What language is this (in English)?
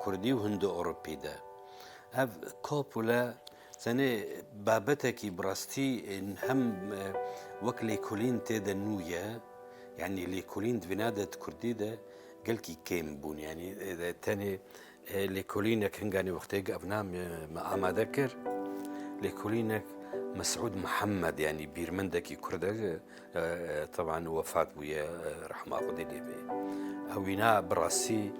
Kurdish